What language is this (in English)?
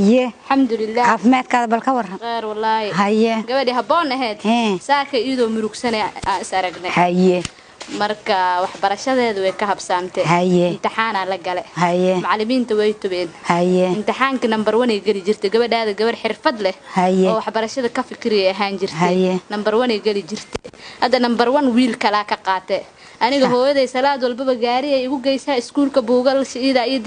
Somali